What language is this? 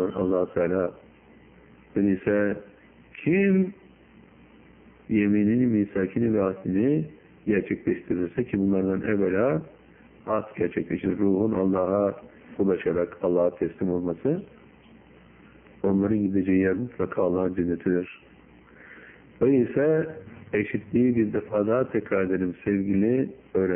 Turkish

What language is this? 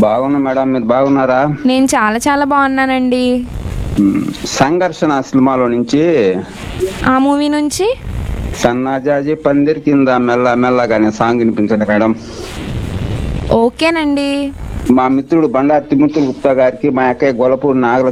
Telugu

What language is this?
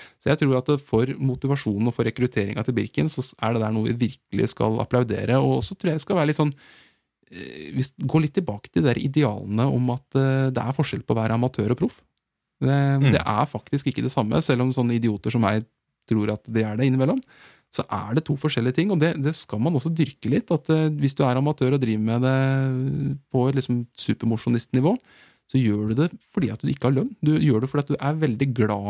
Norwegian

